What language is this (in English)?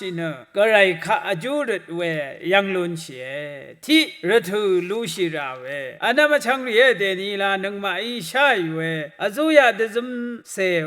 Rawang